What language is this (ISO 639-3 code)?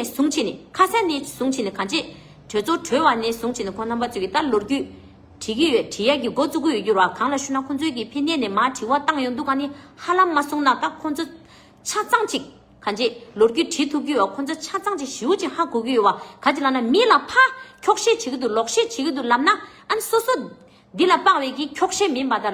bod